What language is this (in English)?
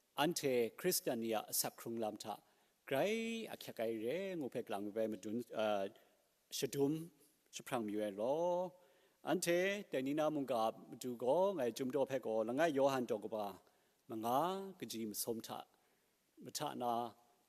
Kachin